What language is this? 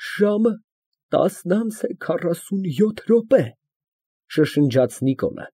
Armenian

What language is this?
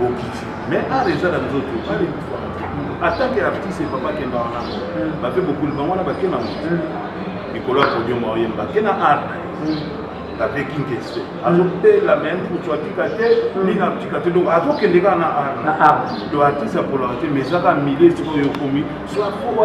Lingala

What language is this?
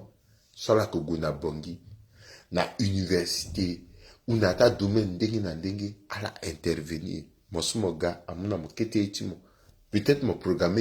Sango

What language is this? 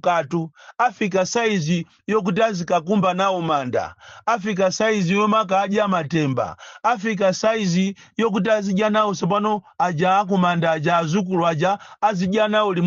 Nyanja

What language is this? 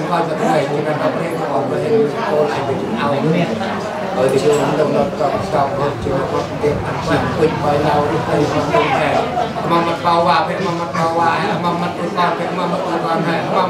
Central Mnong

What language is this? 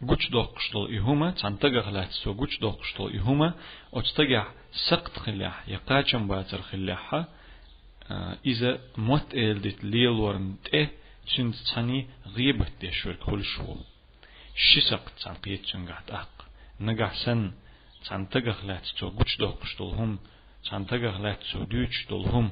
Chechen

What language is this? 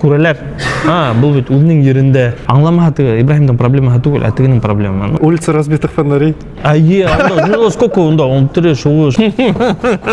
Bashkir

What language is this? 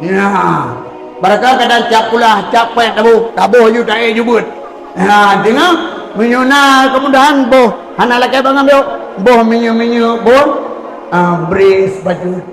Achinese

